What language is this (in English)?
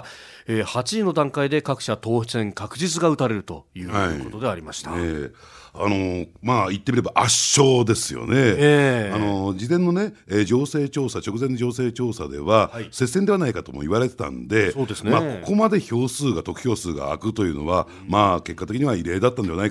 Japanese